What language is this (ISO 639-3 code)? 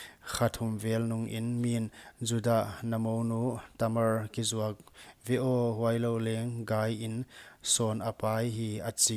pck